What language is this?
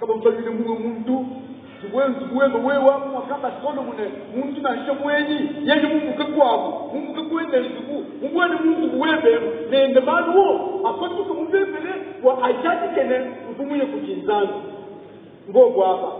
Luba-Lulua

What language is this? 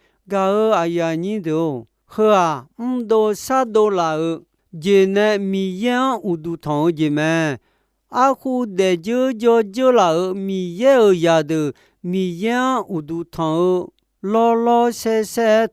Akha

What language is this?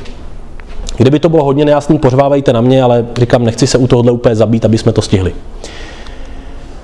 Czech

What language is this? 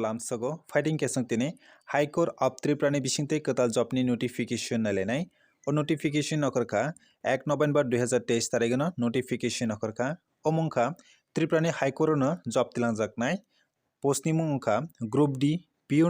Kok Borok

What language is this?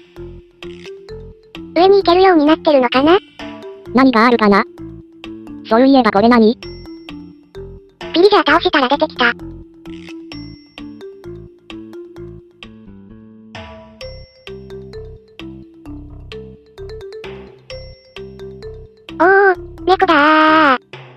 Japanese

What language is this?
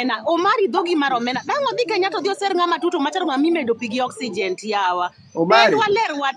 Luo (Kenya and Tanzania)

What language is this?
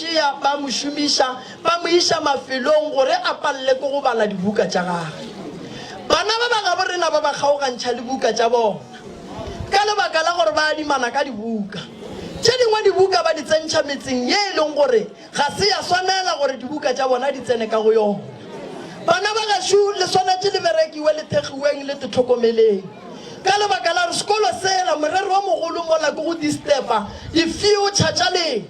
Northern Sotho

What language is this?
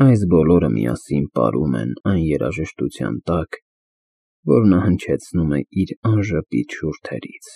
Armenian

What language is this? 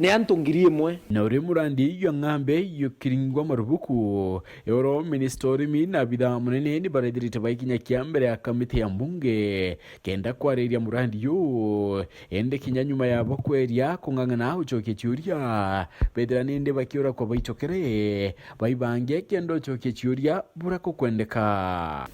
Meru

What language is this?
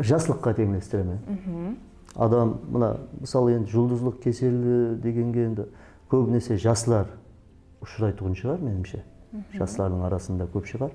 Kara-Kalpak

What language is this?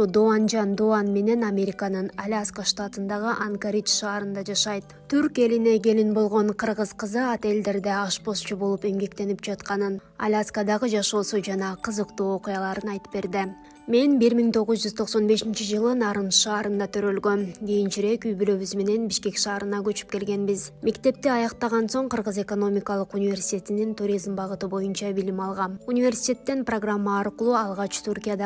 Kyrgyz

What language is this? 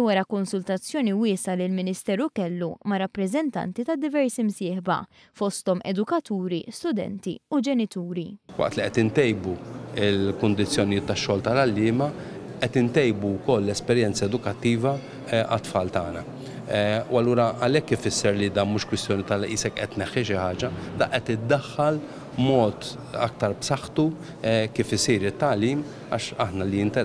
Maltese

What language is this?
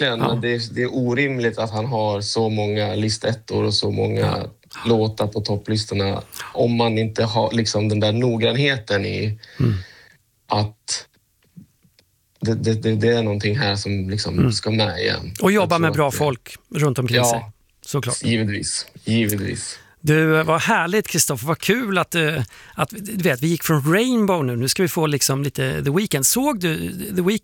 Swedish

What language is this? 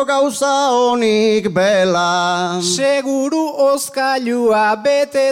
Basque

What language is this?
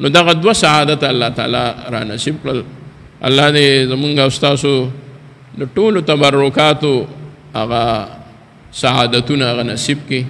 Pashto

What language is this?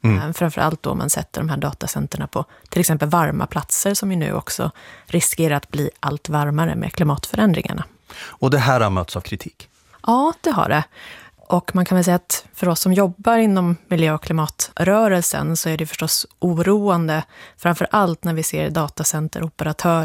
Swedish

